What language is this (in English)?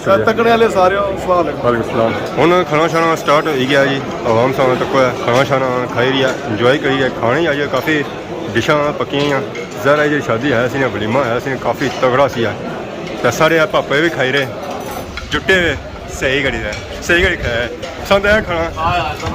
Pahari-Potwari